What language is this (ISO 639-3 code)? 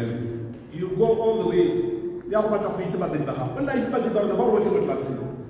tsn